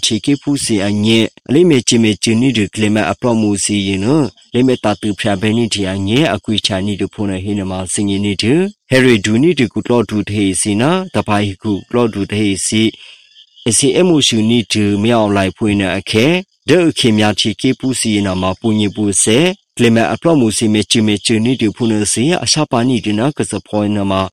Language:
Burmese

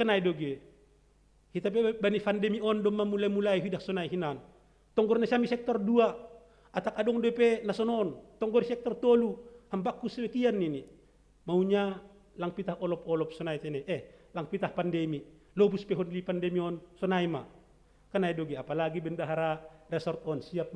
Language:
Batak Simalungun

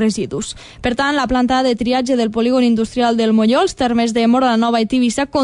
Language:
Catalan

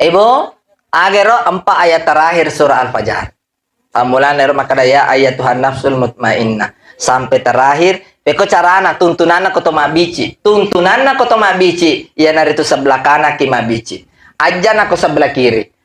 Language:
Buginese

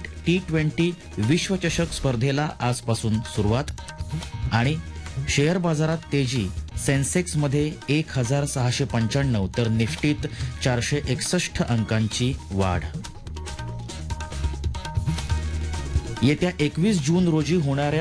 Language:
Marathi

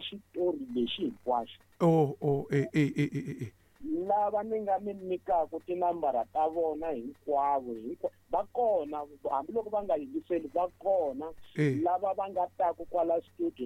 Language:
Tsonga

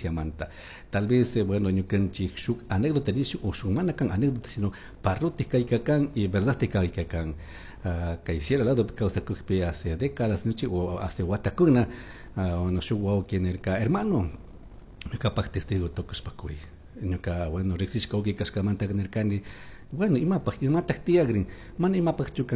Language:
Chimborazo Highland Quichua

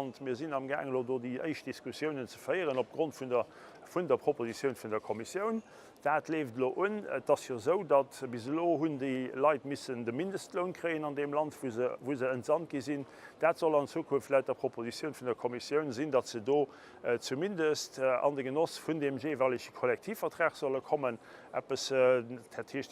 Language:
Luxembourgish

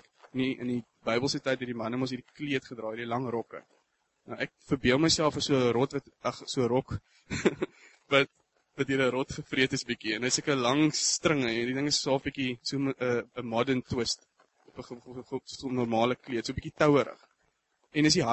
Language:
Afrikaans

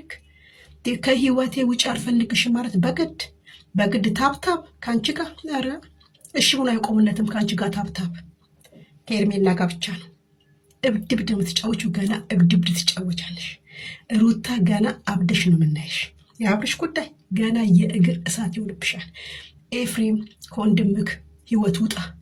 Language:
Amharic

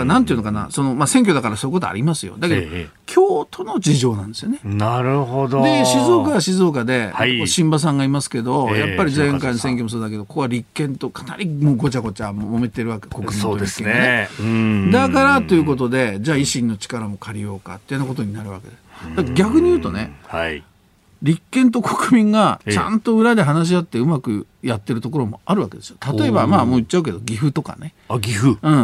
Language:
Japanese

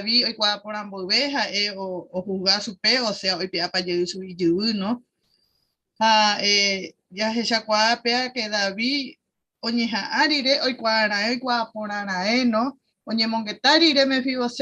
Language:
Guarani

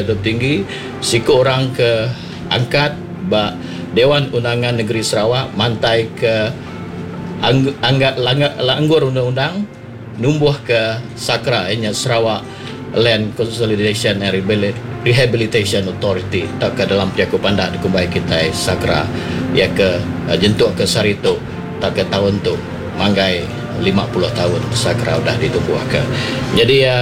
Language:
Iban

